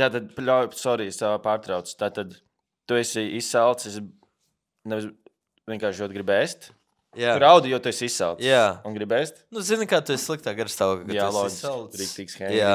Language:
Latvian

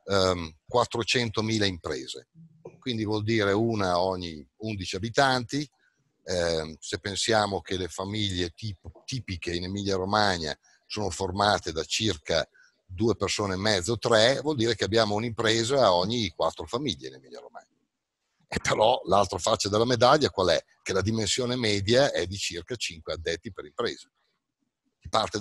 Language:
Italian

